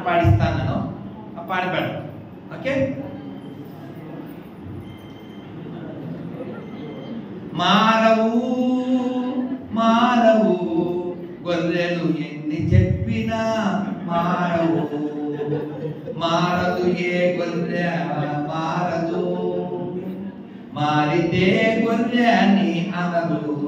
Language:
Telugu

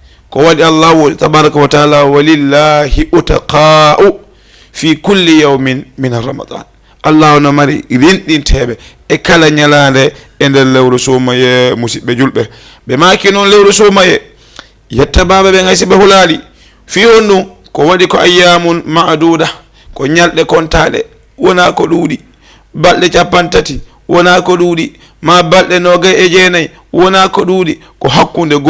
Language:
Fula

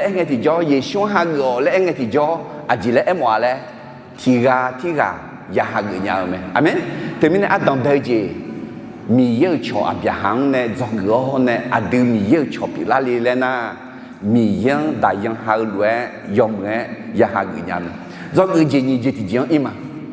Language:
Akha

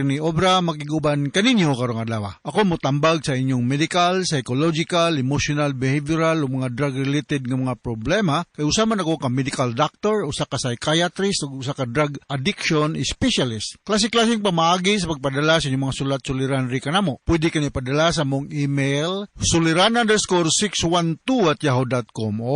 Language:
Cebuano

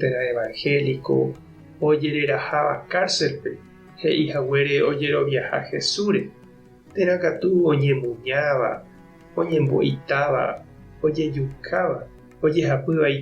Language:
Guarani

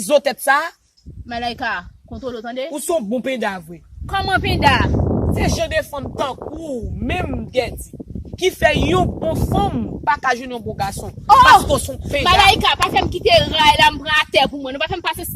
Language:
Haitian Creole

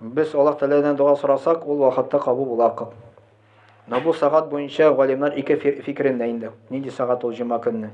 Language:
Tatar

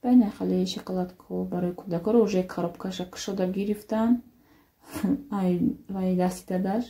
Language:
Tajik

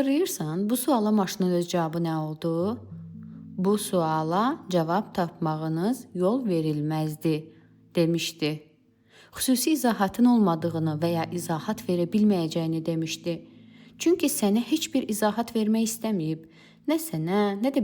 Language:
Azerbaijani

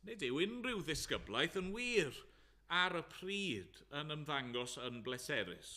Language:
Welsh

